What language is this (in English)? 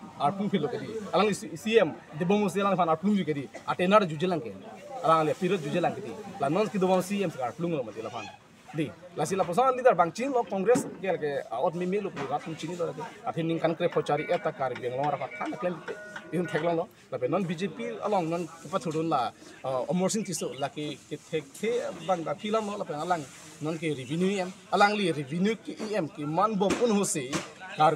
Karbi